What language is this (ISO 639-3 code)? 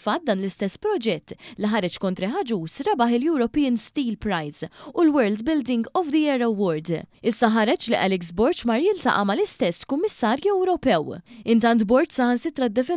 mlt